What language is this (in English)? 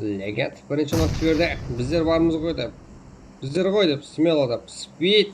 Kara-Kalpak